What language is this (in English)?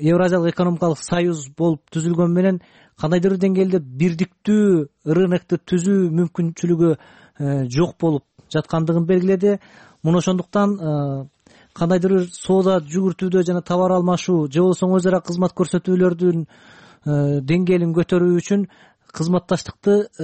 Kyrgyz